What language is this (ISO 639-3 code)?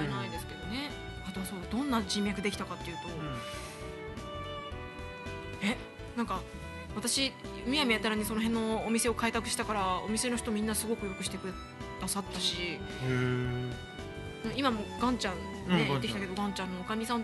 jpn